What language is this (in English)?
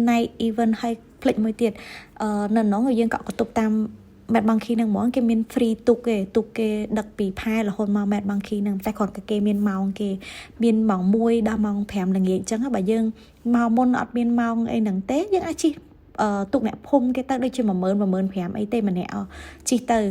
Khmer